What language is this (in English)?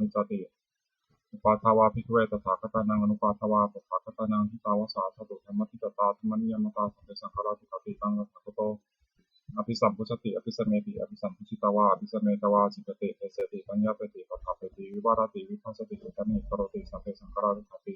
Pali